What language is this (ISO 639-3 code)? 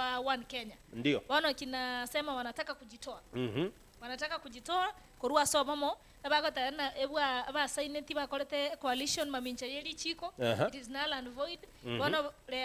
guz